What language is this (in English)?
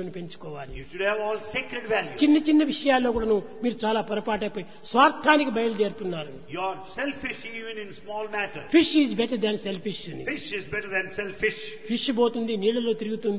Telugu